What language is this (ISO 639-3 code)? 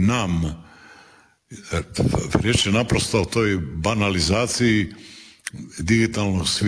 hrv